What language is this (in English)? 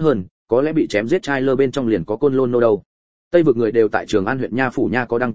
Vietnamese